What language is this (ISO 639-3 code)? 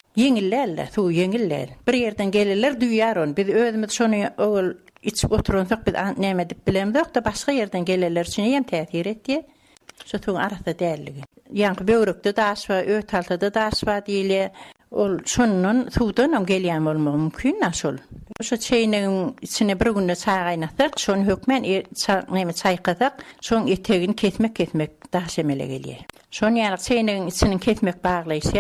tuk